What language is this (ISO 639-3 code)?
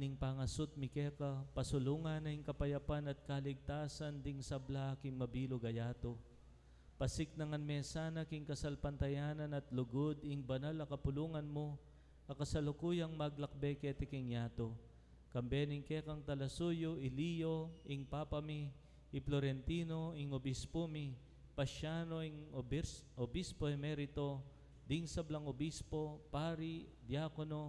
pam